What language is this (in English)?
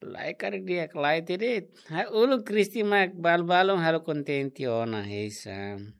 Tetum